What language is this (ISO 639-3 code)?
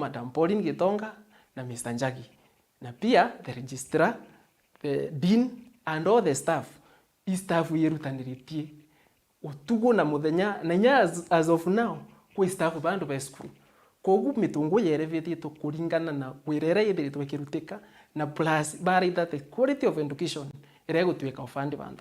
mer